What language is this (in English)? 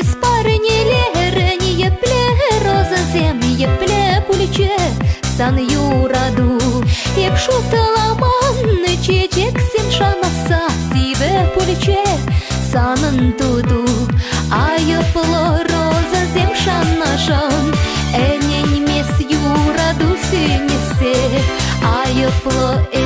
Chuvash